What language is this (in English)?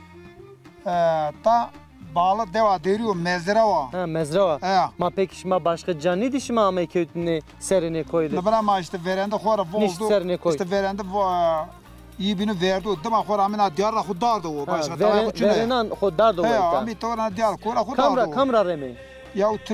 Zaza